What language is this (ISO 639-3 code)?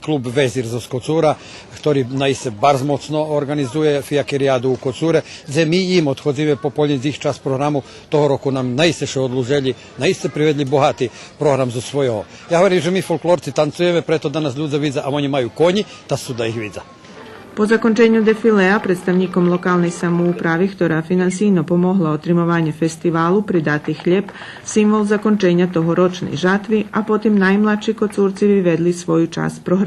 rue